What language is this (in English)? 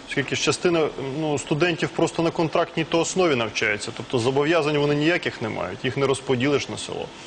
Ukrainian